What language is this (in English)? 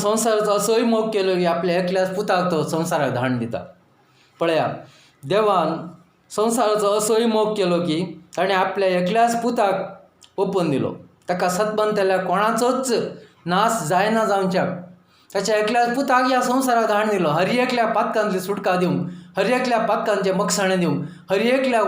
Konkani